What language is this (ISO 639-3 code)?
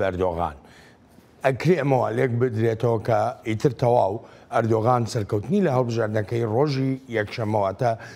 ckb